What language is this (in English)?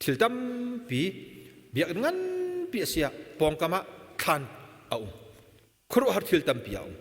Hakha Chin